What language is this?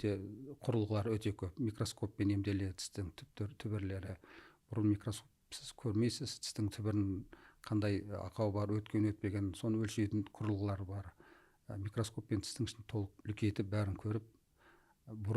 Kazakh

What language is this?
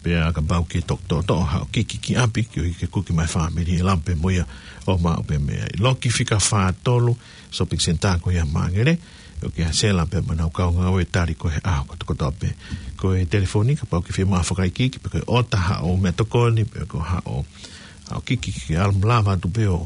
Tongan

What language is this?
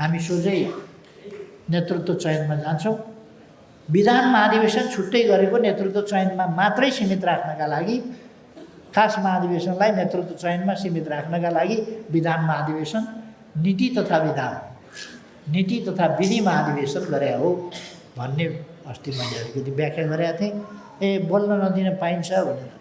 Nepali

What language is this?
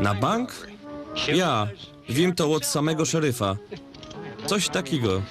Silesian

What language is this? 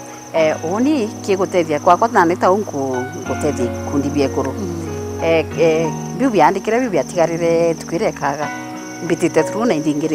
Meru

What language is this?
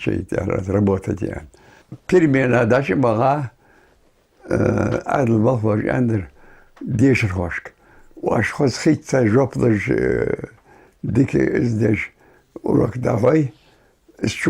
Ingush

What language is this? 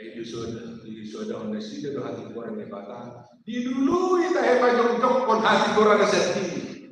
Batak Toba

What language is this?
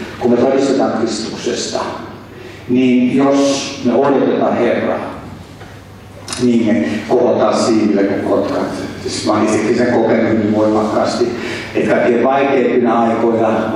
Finnish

